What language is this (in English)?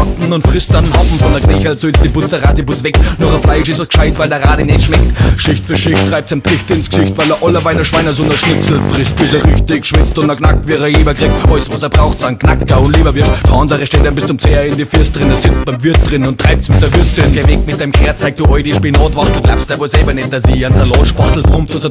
Bavarian